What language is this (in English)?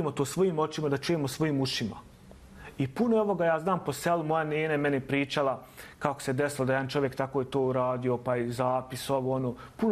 Bosnian